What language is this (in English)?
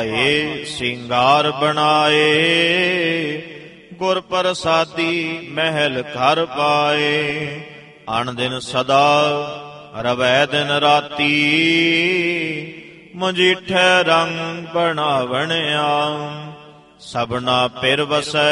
Punjabi